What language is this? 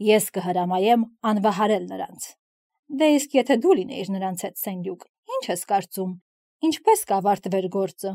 Armenian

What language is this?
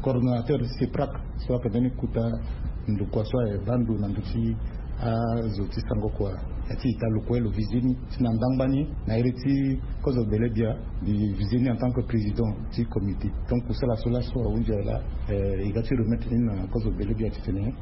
Sango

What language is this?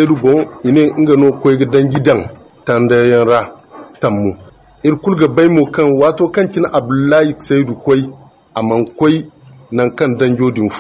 Zarma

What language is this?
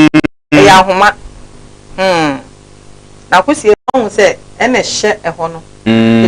Akan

